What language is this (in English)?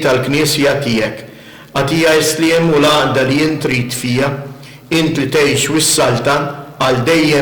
Maltese